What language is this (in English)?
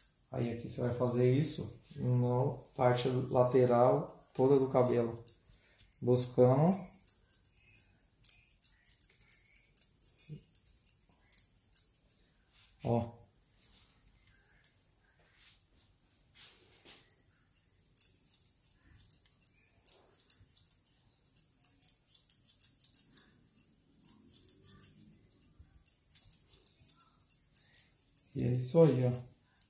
Portuguese